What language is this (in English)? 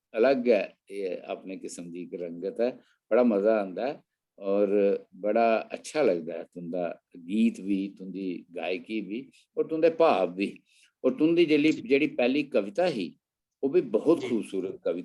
Dogri